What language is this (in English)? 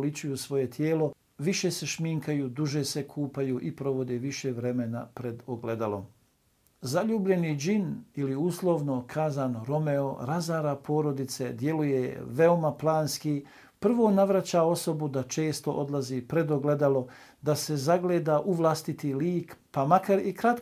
Bosnian